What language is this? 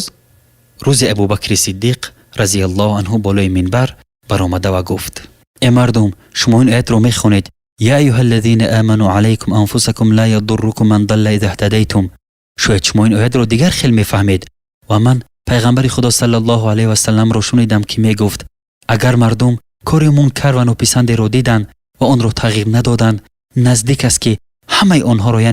Tajik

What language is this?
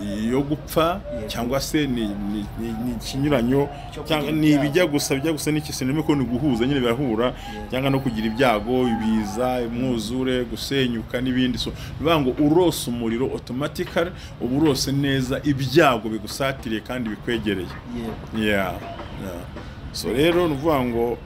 Kinyarwanda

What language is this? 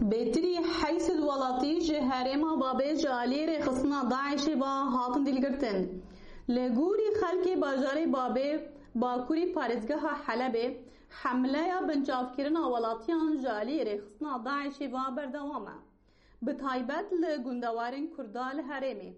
Kurdish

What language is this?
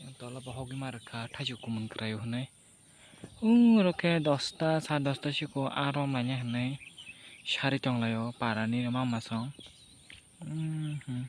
Kok Borok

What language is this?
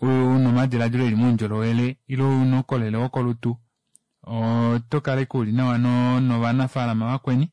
Kuanyama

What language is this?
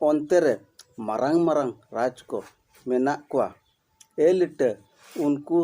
Santali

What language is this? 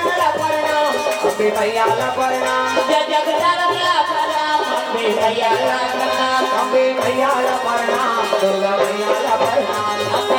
Chhattisgarhi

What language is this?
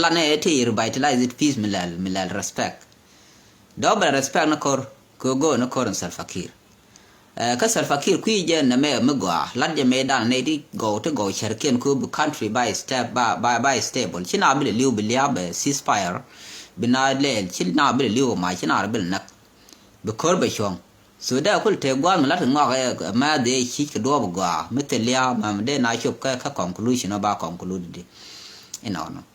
Nuer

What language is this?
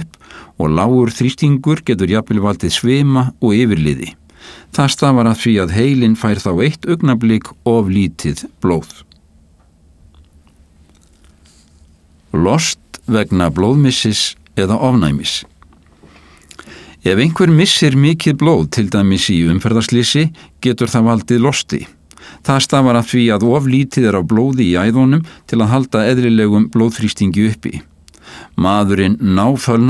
Icelandic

